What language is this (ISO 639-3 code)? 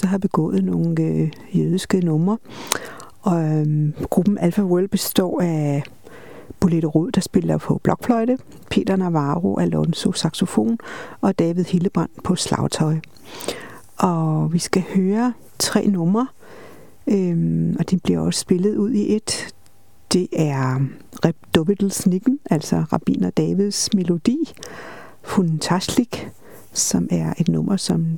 dan